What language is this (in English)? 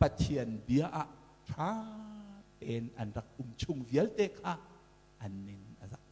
Hakha Chin